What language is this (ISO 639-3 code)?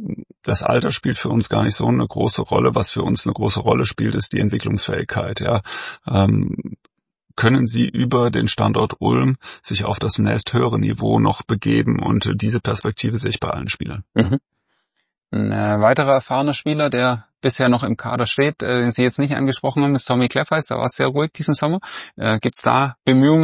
deu